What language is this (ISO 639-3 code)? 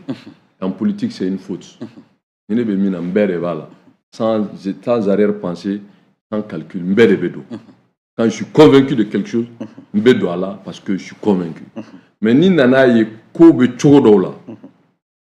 bam